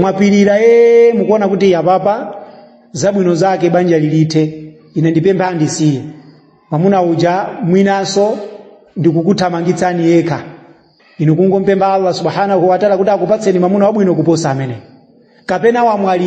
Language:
Nyanja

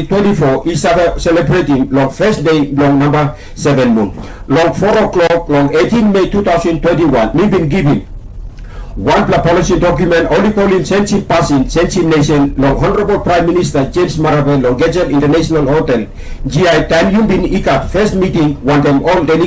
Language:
Tok Pisin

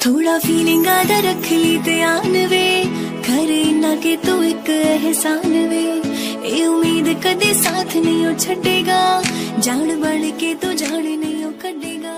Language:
Saraiki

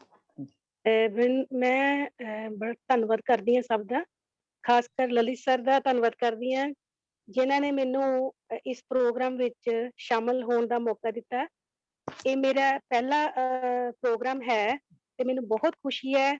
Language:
Dogri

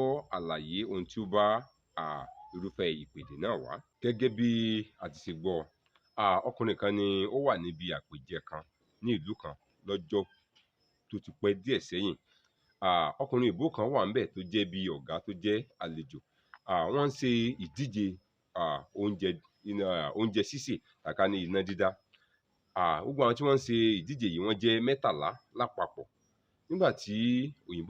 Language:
Yoruba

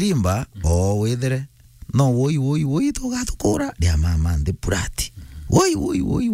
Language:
Meru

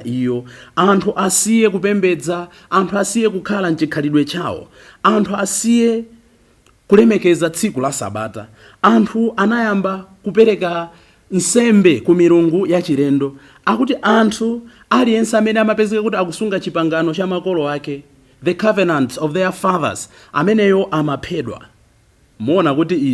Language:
Nyanja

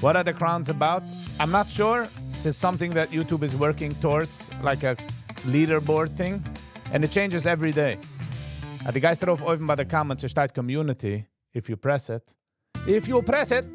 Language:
Yiddish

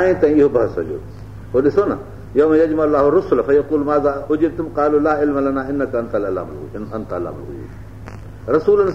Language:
Sindhi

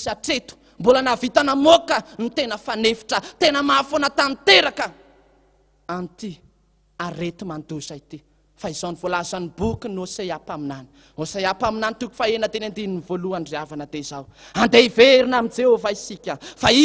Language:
Malagasy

